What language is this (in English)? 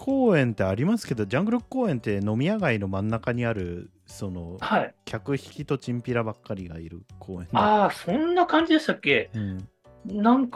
Japanese